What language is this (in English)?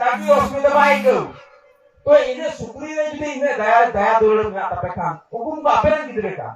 Santali